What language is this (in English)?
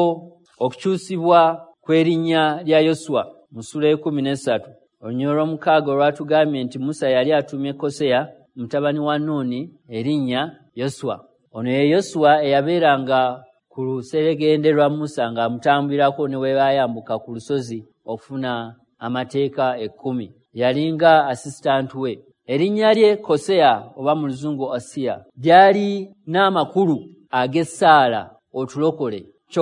Ganda